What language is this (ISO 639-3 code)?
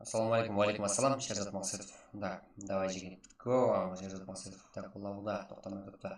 kaa